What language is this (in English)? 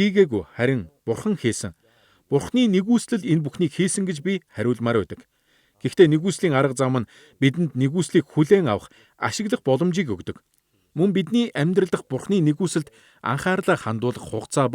Mongolian